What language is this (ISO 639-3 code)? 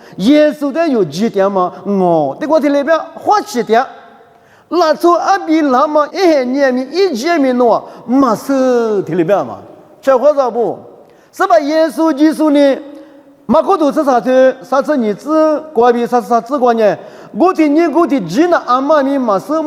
lis